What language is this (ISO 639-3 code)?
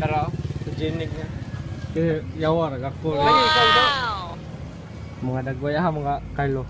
ceb